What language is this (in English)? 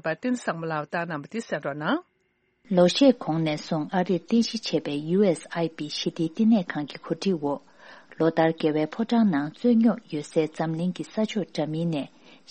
Tibetan